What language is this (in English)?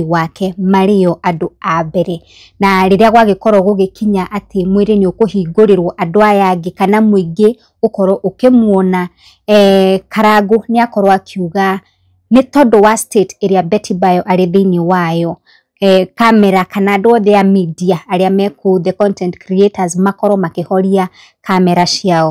Kikuyu